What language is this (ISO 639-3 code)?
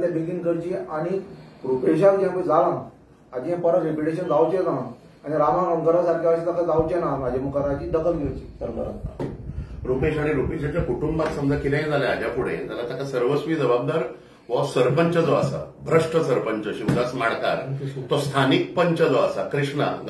kok